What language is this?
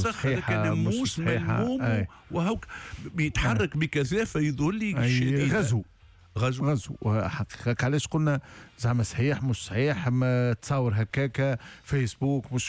Tunisian Arabic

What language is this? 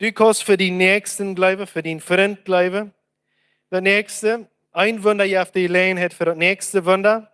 Plautdietsch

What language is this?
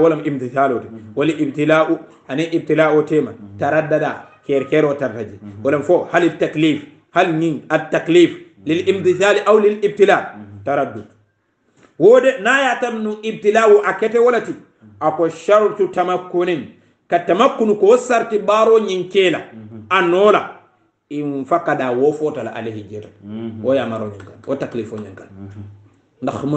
Hausa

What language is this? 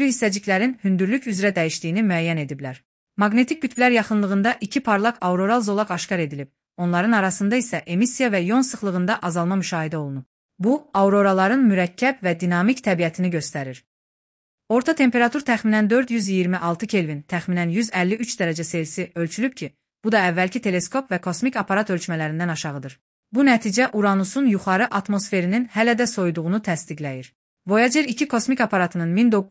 Azerbaijani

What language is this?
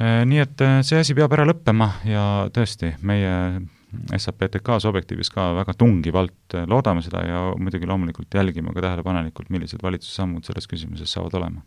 Estonian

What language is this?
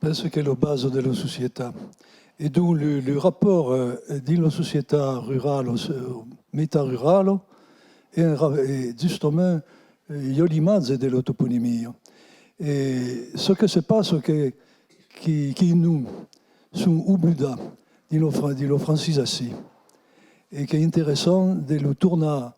Occitan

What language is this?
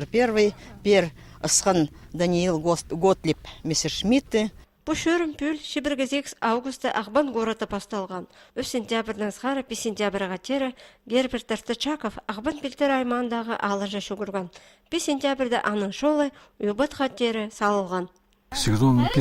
Khakas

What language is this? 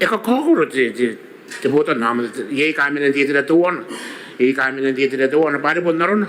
Gilbertese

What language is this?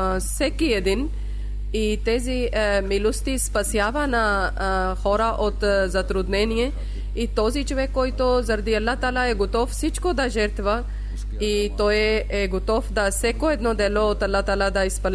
Bulgarian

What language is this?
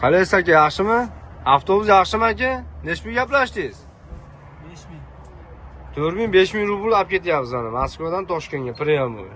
Uzbek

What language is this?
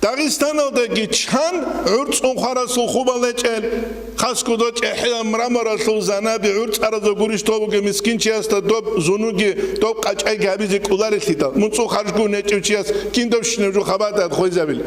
Avaric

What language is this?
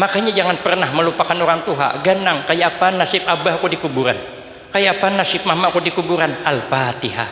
Banjar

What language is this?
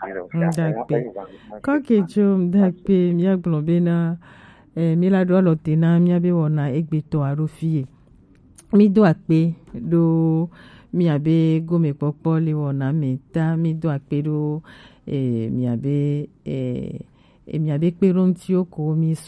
Gen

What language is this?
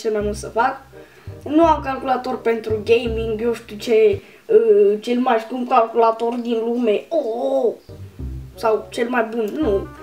Romanian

